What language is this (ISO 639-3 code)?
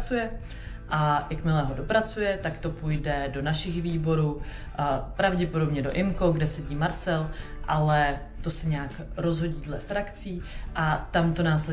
ces